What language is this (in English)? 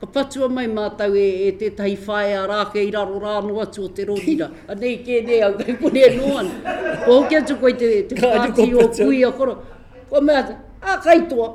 Māori